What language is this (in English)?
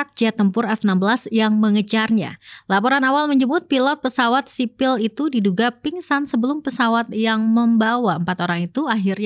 Indonesian